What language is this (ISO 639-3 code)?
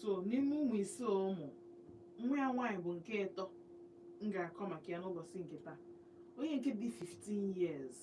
ibo